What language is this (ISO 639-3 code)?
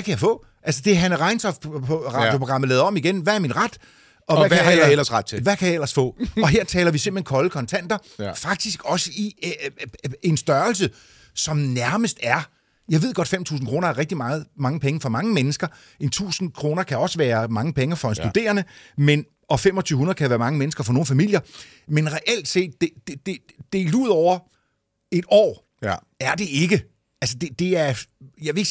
dan